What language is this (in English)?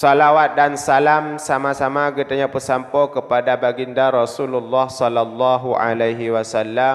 Achinese